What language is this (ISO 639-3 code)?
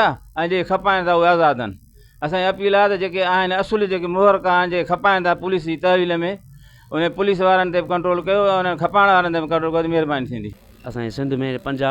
snd